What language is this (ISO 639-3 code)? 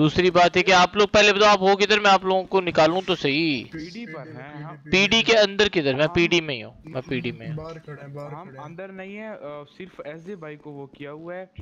hin